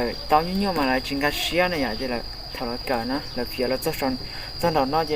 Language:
Hmong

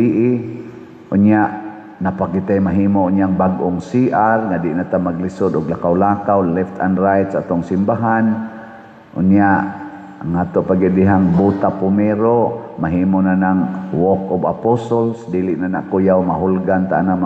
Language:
Cebuano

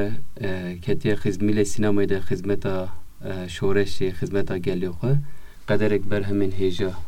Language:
Kurdish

